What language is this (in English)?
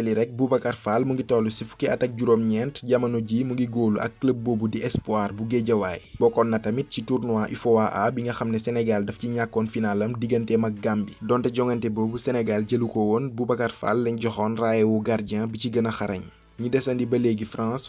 Wolof